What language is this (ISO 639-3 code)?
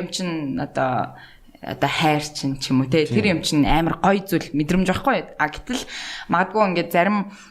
mon